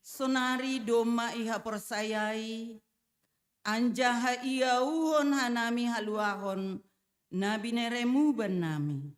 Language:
Batak Simalungun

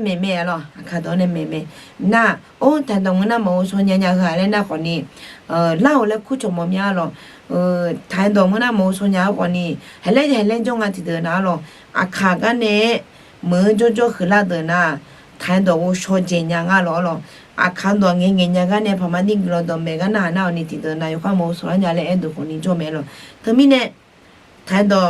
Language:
Akha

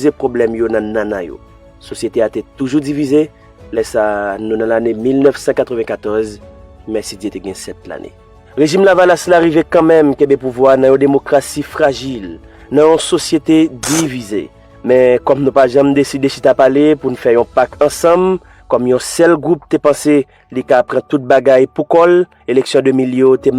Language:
Haitian Creole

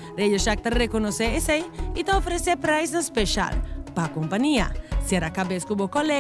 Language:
Papiamento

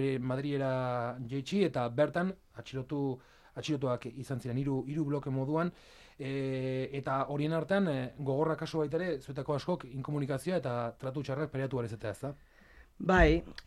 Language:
Basque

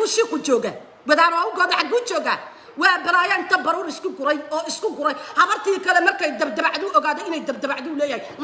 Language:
Somali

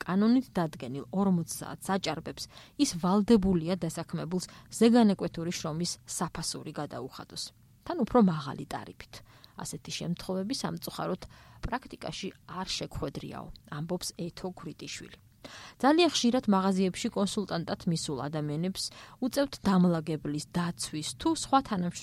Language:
Georgian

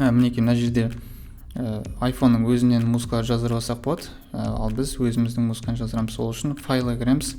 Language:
Kazakh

